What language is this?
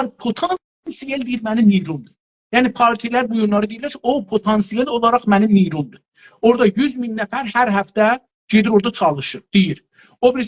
South Azerbaijani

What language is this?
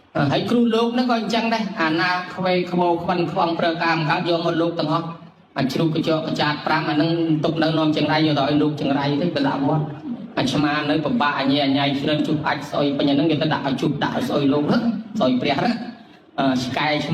Khmer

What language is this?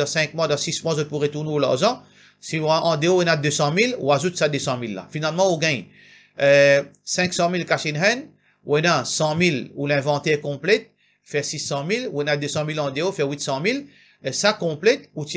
Morisyen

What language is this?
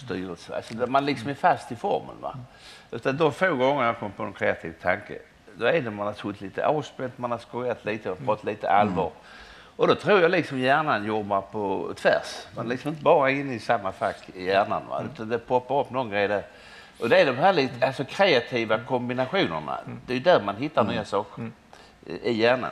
Swedish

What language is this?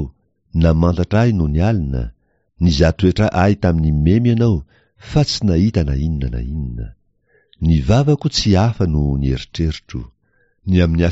Malagasy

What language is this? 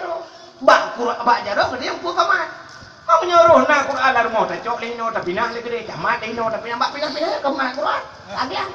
Achinese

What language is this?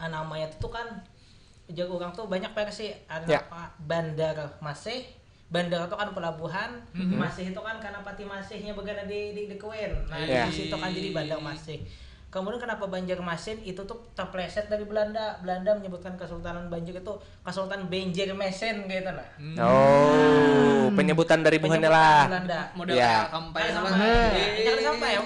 Banjar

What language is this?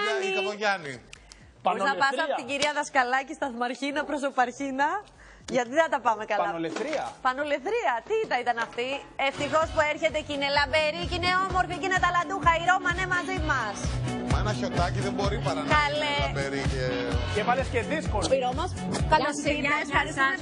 Greek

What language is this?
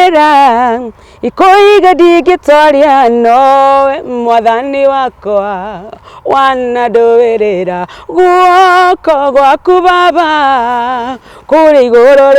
Kikuyu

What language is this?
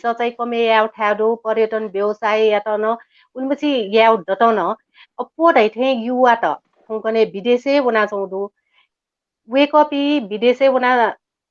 Newari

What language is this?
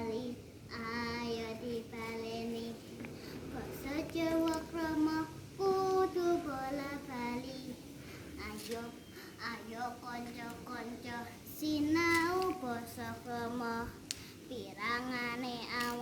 Javanese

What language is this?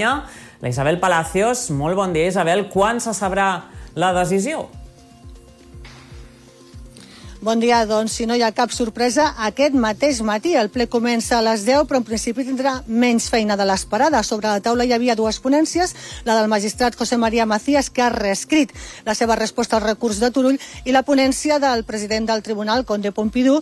Catalan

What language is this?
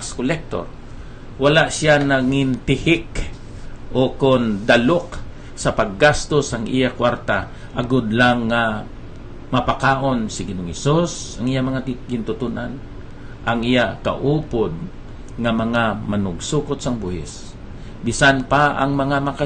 Hiligaynon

